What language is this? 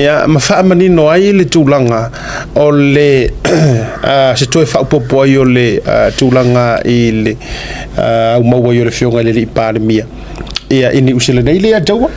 Samoan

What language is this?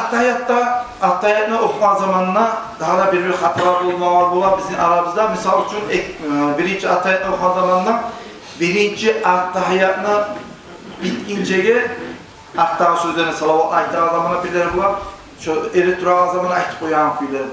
Kumyk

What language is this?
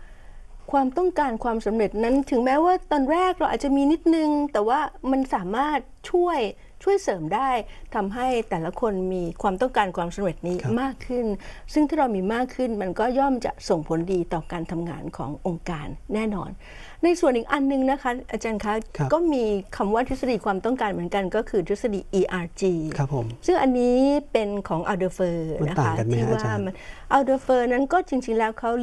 Thai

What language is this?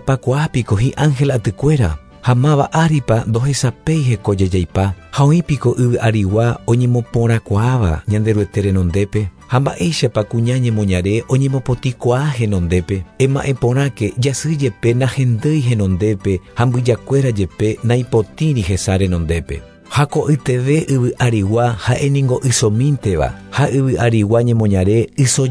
Guarani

